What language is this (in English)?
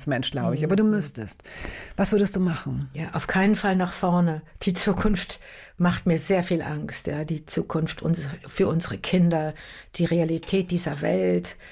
German